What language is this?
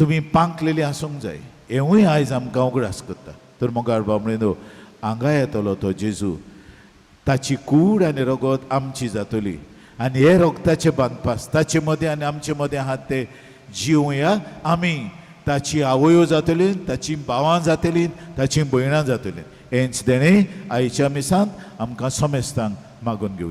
Konkani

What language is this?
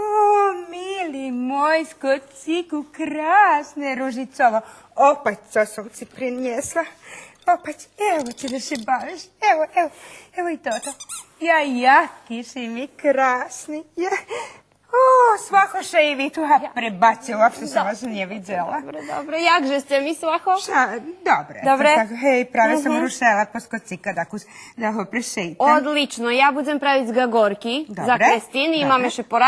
Rusyn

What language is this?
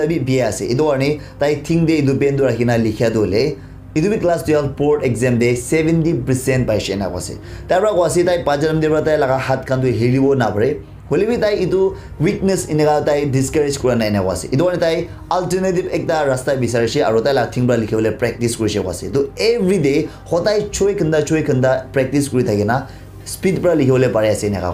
Naga Pidgin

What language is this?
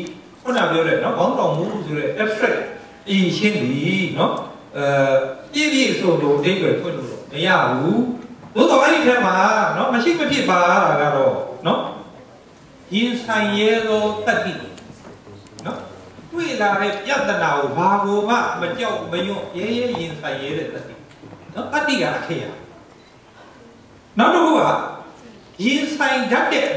Burmese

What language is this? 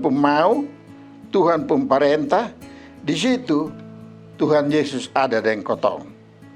Kupang Malay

